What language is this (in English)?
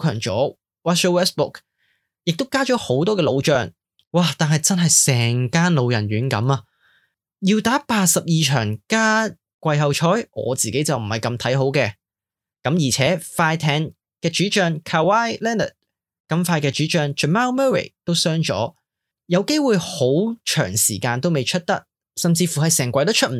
Cantonese